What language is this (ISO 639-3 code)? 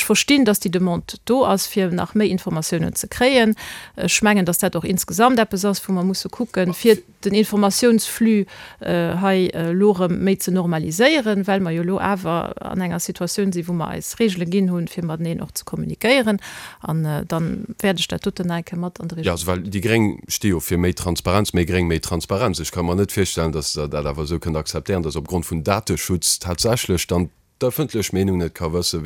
ltz